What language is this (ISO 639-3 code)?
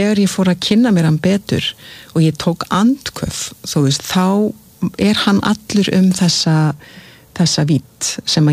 isl